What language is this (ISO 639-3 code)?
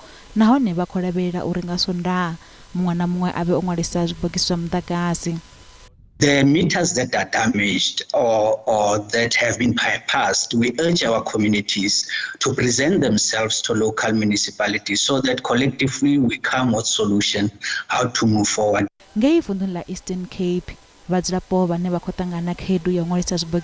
ven